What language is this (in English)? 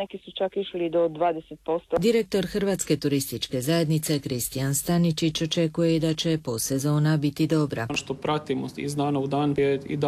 Croatian